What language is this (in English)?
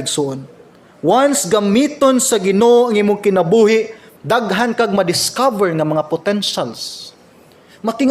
Cebuano